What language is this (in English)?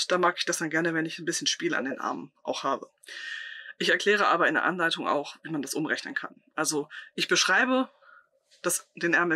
German